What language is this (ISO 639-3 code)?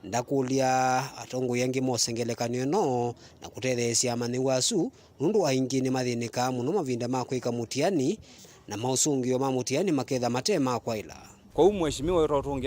kam